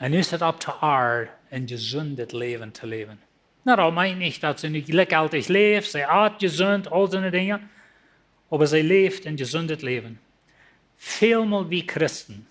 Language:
Plautdietsch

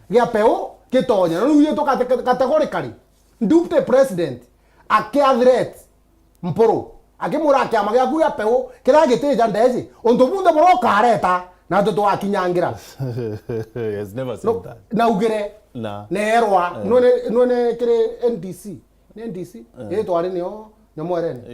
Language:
Meru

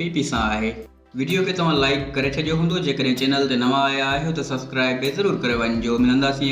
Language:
Sindhi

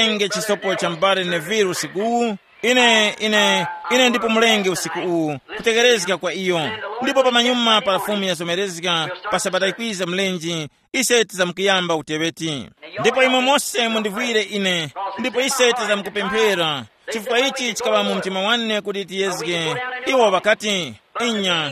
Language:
Tumbuka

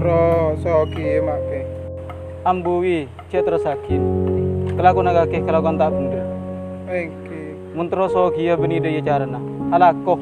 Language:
Madurese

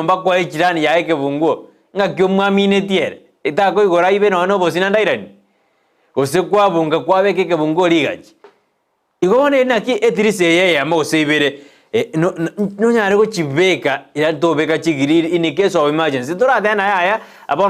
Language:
Gusii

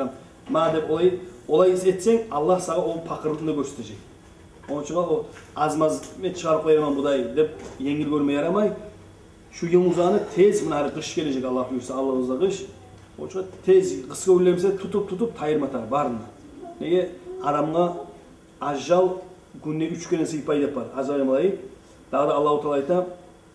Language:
Kumyk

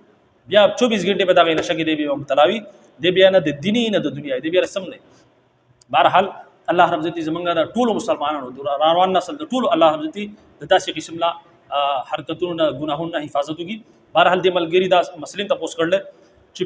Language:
Pashto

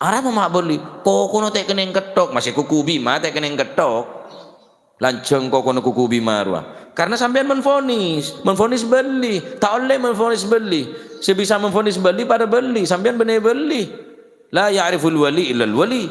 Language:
Madurese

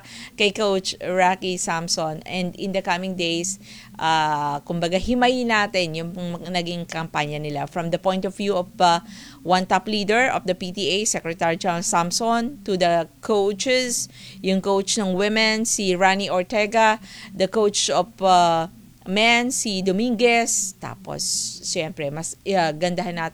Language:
Filipino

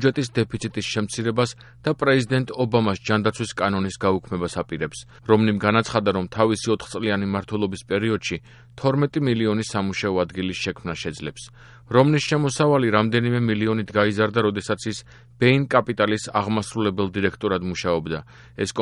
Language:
Georgian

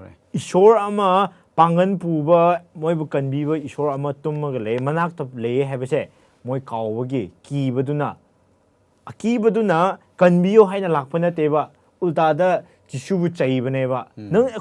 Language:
Manipuri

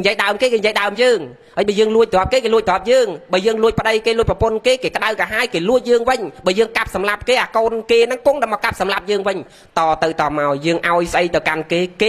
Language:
Khmer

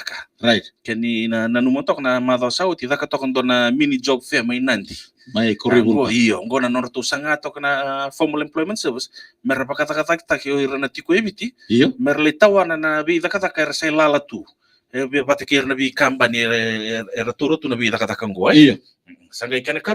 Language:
Fijian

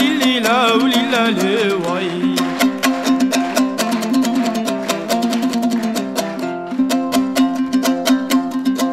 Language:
Kazakh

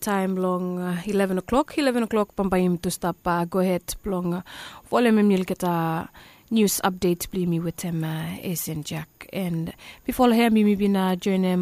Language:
Bislama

